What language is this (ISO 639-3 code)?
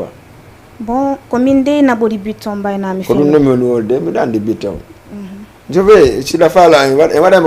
ful